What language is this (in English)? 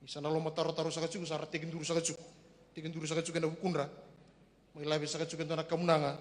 Fijian